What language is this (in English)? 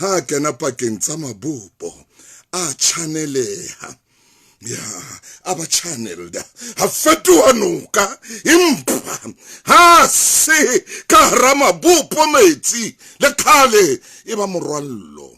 Southern Sotho